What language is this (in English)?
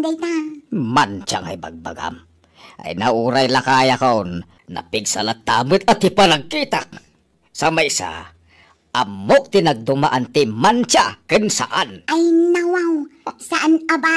Iloko